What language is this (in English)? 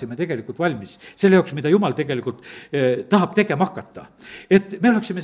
Estonian